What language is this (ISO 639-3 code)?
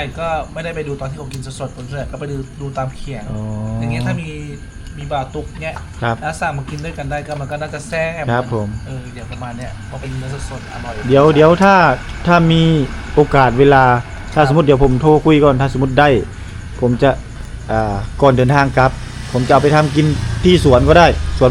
lao